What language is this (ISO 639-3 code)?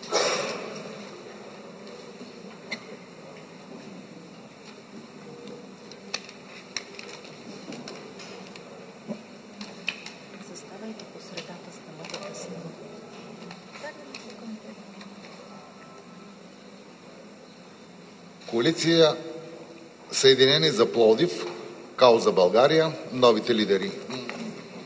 bul